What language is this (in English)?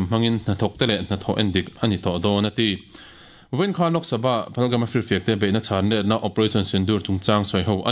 Mizo